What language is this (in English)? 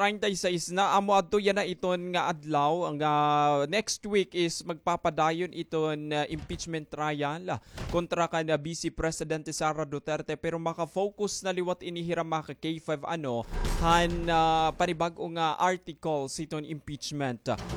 Waray